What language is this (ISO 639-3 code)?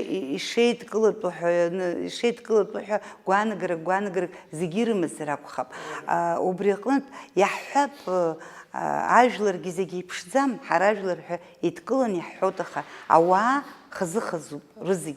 abk